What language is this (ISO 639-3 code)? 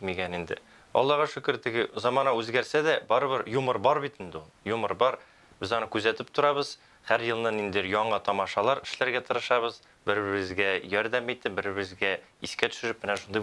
tat